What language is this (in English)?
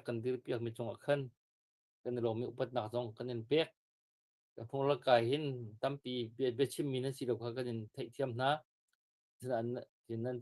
Hakha Chin